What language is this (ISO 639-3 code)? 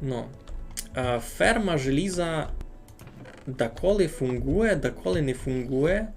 rue